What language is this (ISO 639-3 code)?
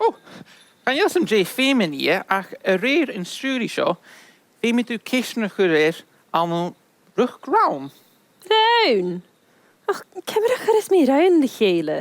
gla